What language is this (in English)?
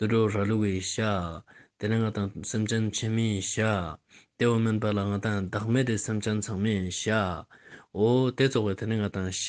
Ladakhi